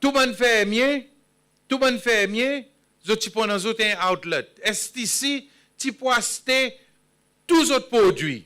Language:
Seselwa Creole French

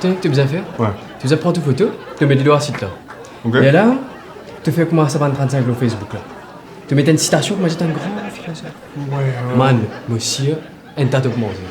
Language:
Morisyen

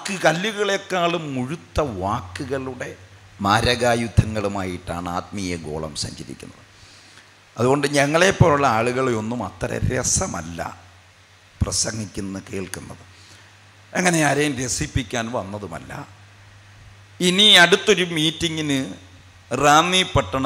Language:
Malayalam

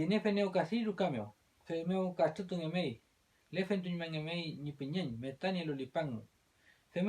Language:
Mapuche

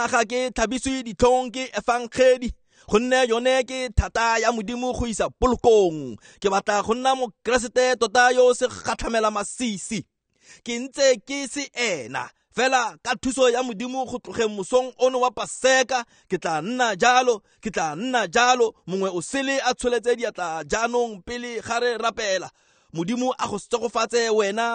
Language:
Tswana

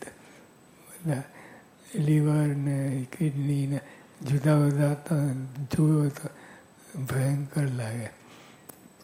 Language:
Gujarati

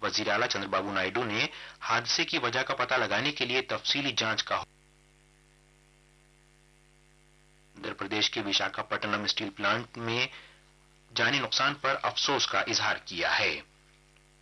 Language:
Urdu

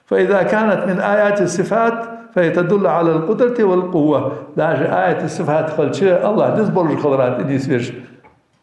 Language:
Ingush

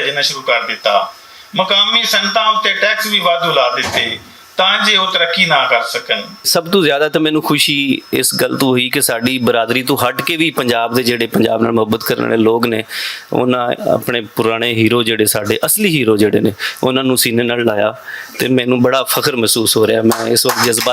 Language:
Western Panjabi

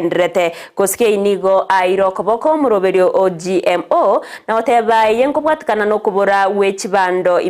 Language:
Gusii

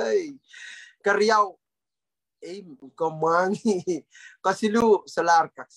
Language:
Pohnpeian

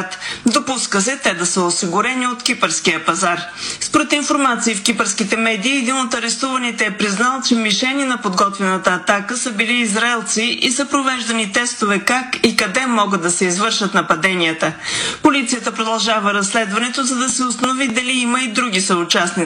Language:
Bulgarian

